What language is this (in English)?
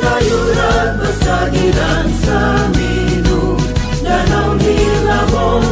Indonesian